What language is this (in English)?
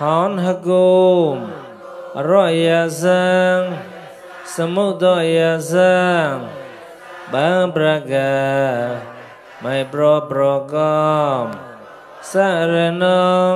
Mon